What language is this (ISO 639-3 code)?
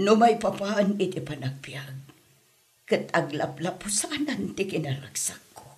ilo